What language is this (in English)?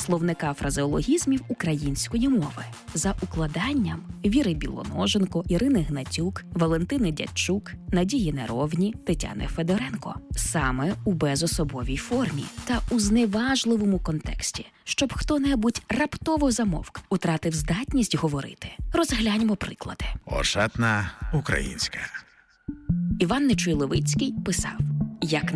Ukrainian